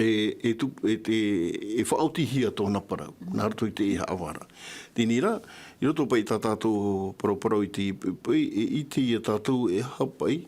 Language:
Tahitian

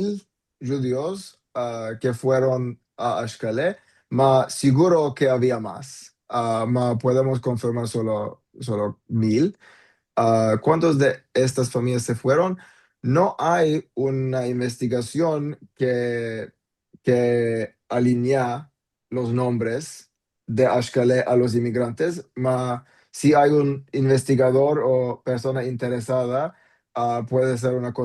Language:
Ladino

